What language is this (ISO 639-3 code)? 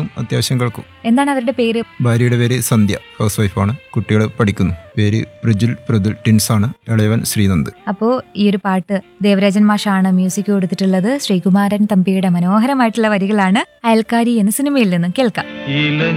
mal